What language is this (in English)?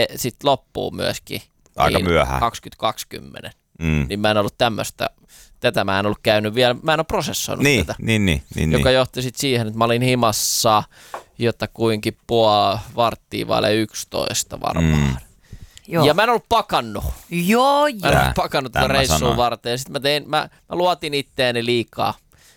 Finnish